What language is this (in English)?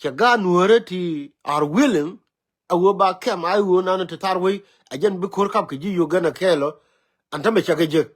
Nuer